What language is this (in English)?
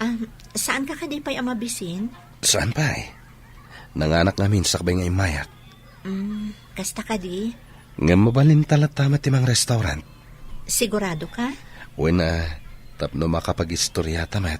Iloko